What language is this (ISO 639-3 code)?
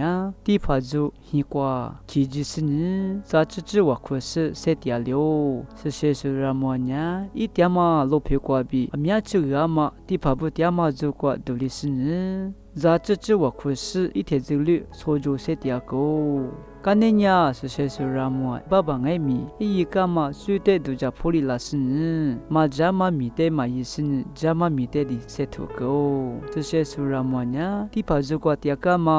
lis